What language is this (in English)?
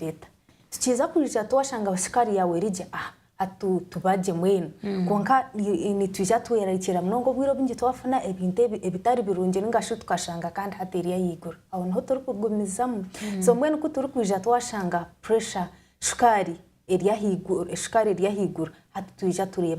Nyankole